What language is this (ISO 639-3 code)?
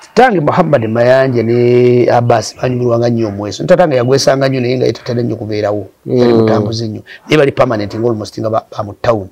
lug